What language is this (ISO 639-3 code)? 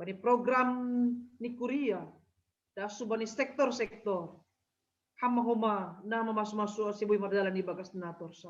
bts